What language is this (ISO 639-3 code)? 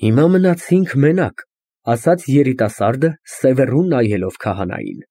hye